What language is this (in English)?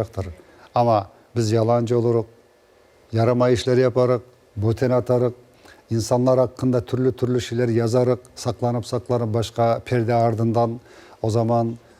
Crimean Tatar